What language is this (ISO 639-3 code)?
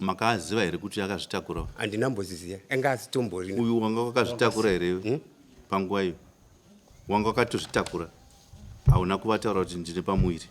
sna